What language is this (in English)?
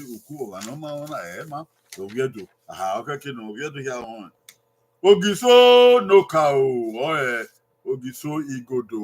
Bini